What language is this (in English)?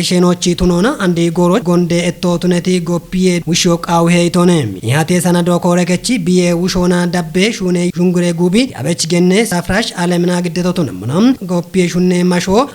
Kafa